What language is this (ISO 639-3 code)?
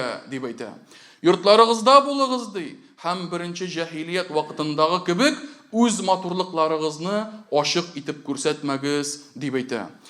tat